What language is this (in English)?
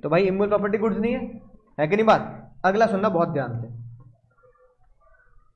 Hindi